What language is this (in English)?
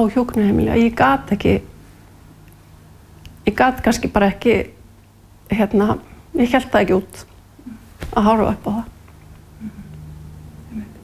Icelandic